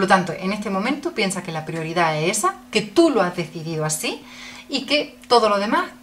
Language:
Spanish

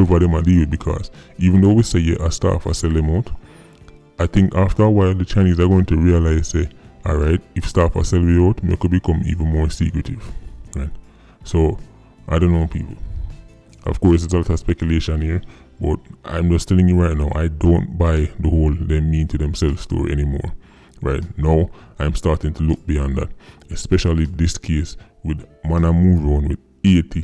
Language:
Jamaican Creole English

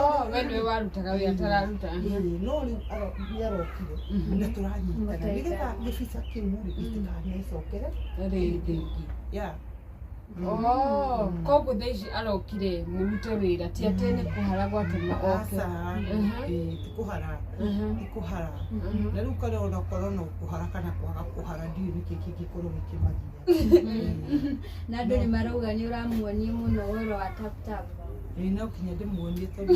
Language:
Kikuyu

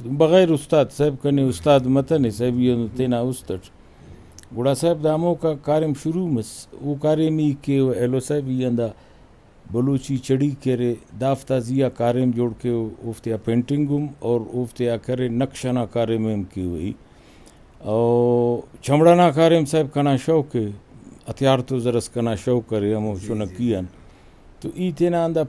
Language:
Brahui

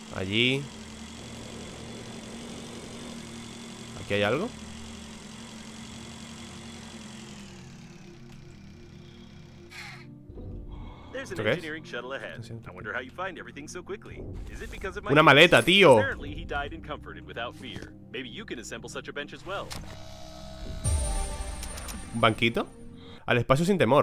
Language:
Spanish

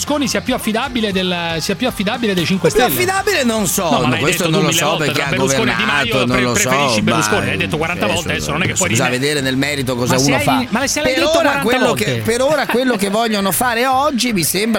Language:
Italian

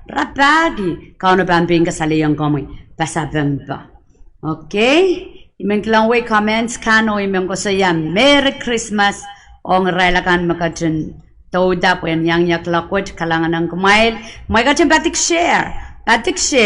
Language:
Pohnpeian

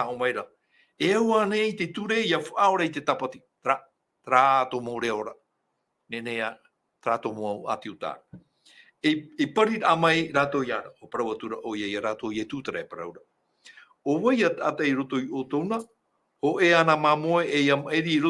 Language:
Tahitian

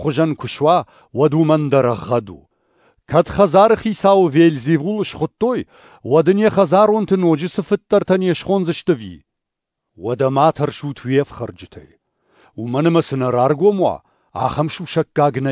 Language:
Ossetic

